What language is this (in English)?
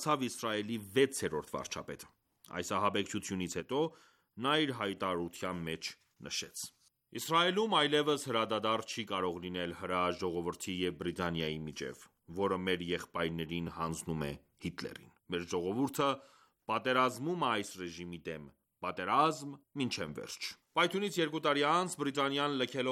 Armenian